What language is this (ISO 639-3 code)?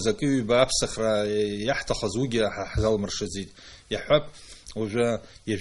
abk